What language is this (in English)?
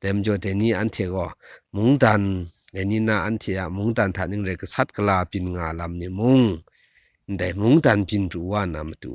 Kachin